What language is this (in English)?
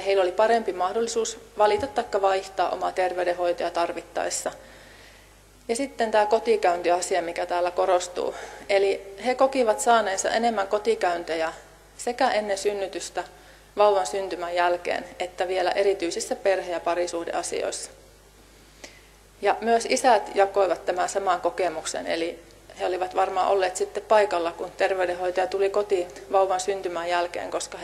Finnish